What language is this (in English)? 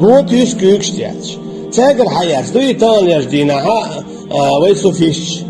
Chechen